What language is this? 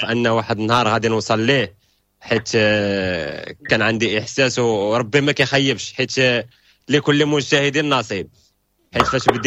Moroccan Arabic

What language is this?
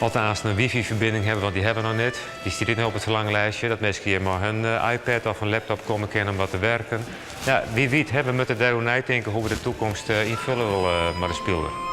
Western Frisian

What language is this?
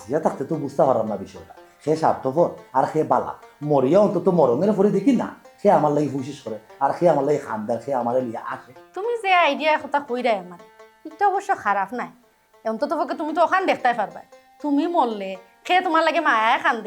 Sylheti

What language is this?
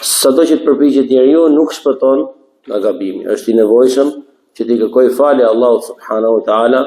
Albanian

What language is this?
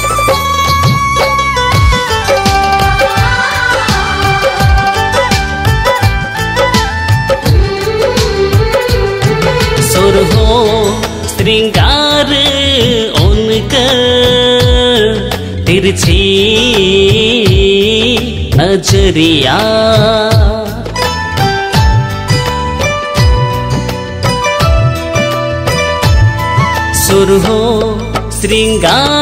Bhojpuri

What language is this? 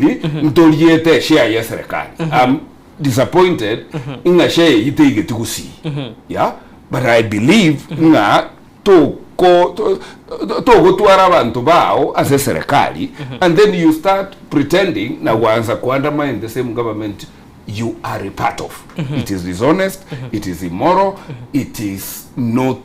Gusii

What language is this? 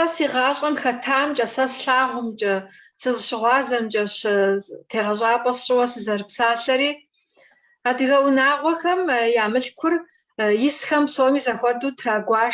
Kabardian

